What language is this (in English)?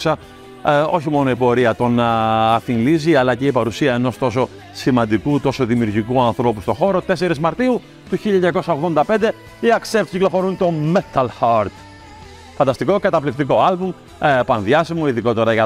Greek